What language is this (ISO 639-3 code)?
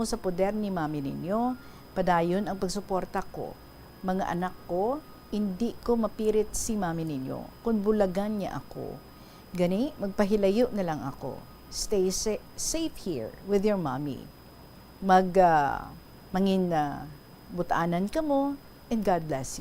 hil